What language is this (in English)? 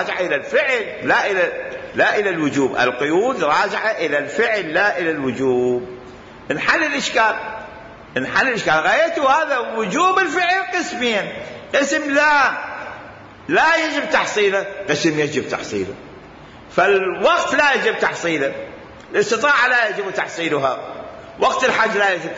Mesopotamian Arabic